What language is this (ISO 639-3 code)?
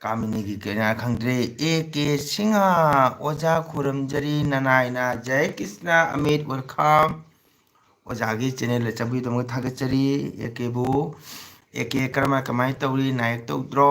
mni